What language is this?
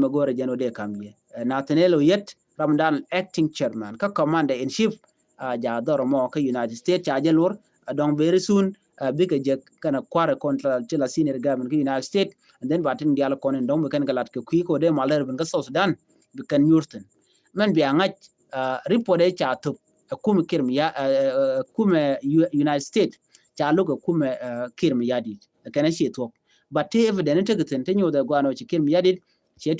Nuer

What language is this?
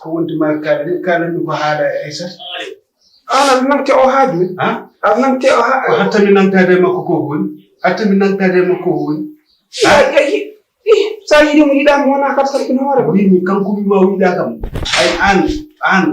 Fula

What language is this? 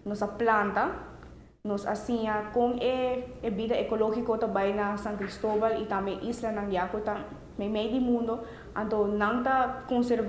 Papiamento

